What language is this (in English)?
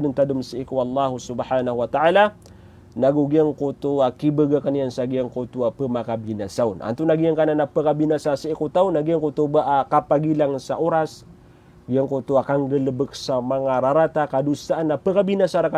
Maranao